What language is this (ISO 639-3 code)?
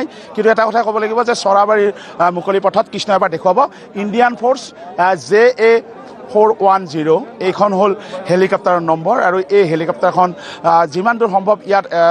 asm